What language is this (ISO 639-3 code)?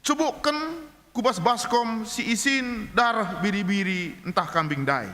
btx